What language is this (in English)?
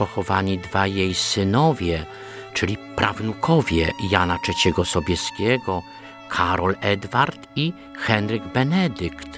Polish